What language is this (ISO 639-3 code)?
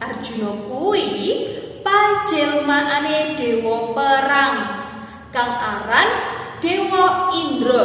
jav